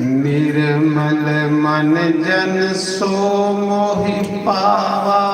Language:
Dogri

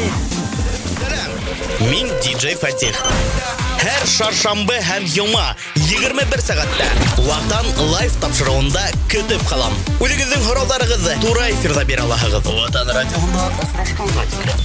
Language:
Bashkir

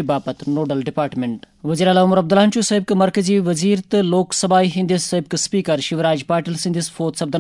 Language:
Kashmiri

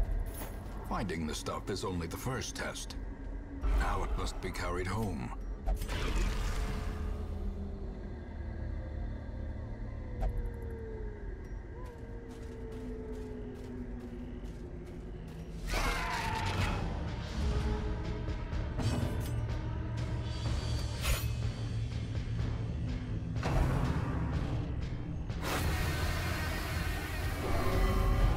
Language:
English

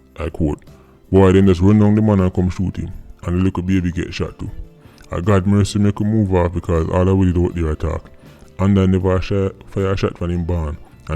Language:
Jamaican Creole English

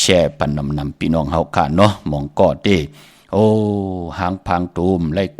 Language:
Shan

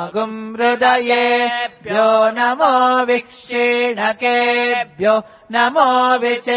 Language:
Sanskrit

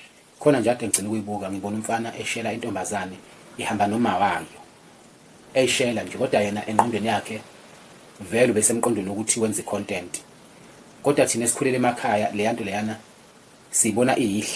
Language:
Zulu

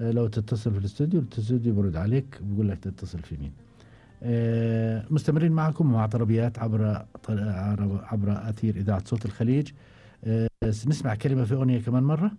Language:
Gulf Arabic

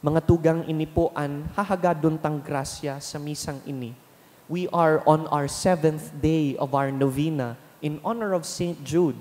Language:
Bikol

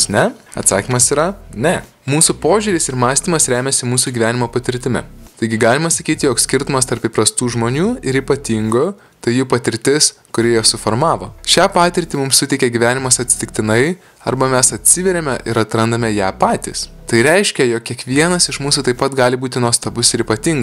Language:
Lithuanian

